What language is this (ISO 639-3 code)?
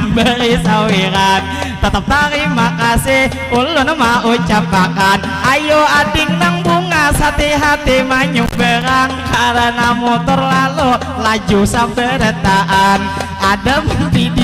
bjn